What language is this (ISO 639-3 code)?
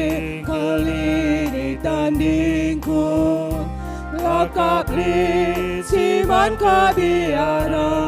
btx